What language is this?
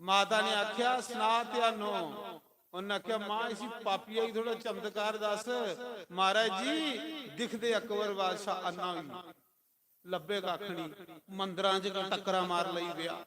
Dogri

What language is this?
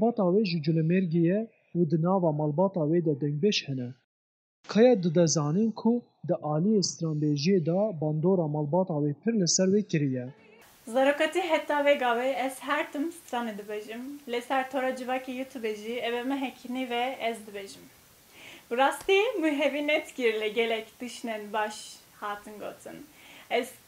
Kurdish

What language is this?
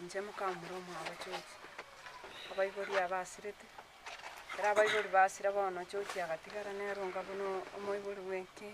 Gusii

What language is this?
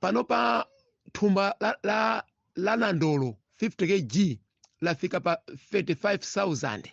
Nyanja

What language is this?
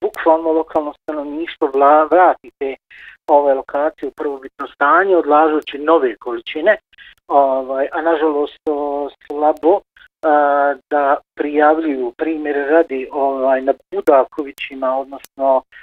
Bosnian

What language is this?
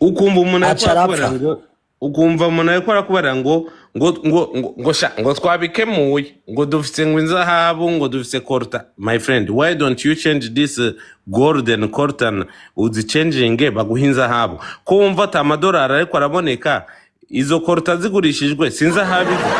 Rundi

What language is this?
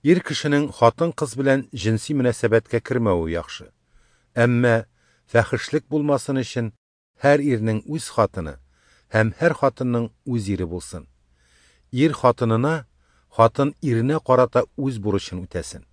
Tatar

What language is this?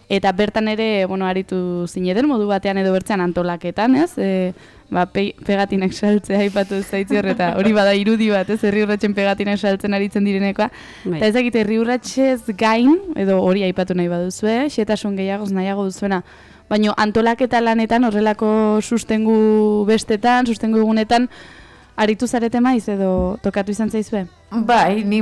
Basque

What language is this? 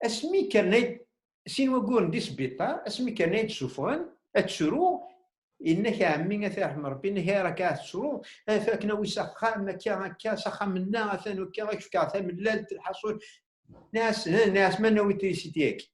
Kabyle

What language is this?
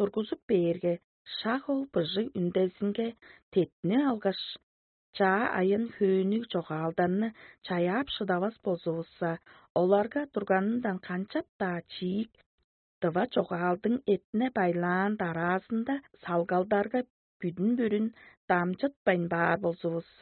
Tuvinian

